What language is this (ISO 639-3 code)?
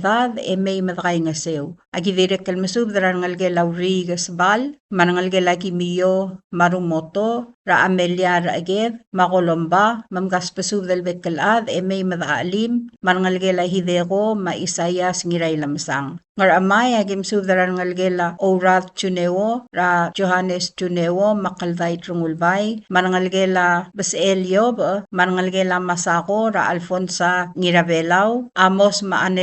pau